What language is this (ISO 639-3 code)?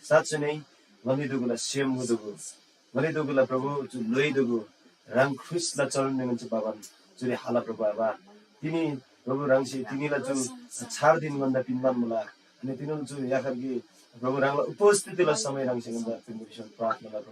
taj